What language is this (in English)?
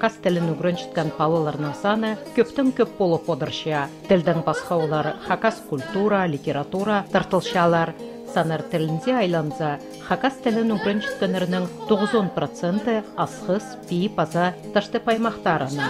Khakas